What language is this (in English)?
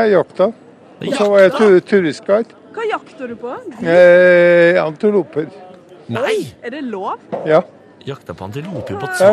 Norwegian